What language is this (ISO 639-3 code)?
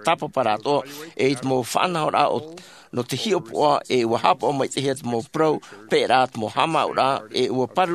tah